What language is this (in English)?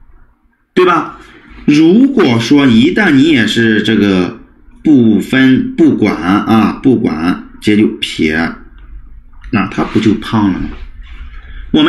Chinese